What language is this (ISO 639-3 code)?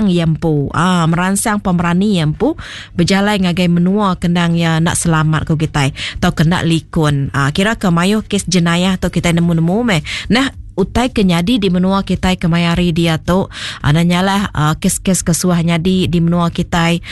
iba